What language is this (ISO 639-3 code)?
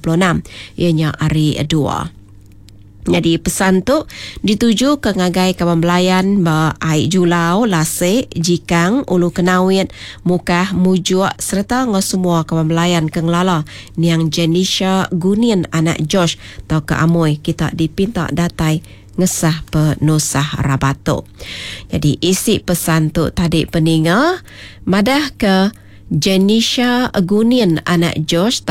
iba